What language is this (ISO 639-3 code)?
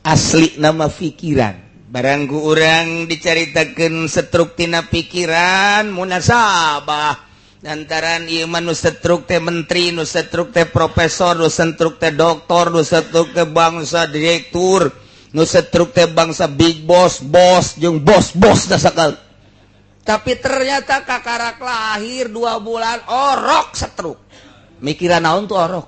sun